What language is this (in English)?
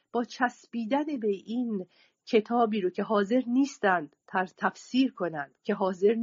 Persian